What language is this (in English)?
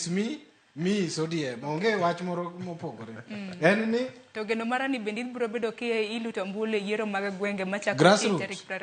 Luo (Kenya and Tanzania)